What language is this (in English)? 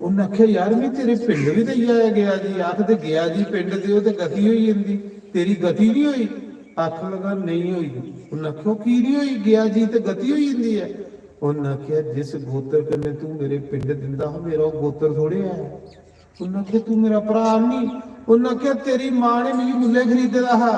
Dogri